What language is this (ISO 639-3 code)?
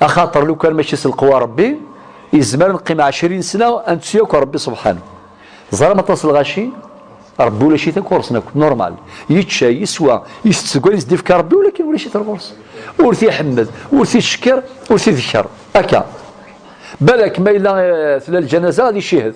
kab